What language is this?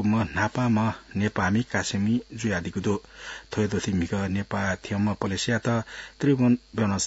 Newari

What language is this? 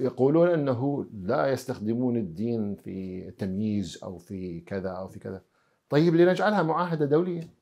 Mesopotamian Arabic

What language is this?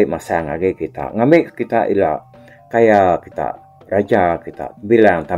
Iban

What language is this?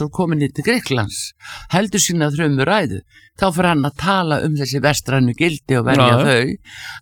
Icelandic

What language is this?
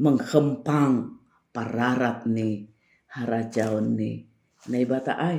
Batak Simalungun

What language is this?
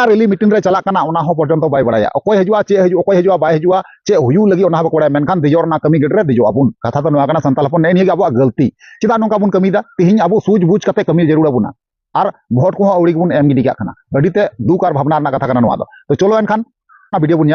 Santali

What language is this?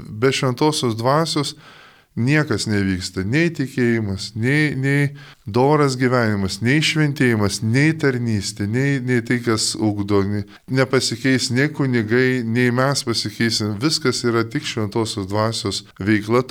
Lithuanian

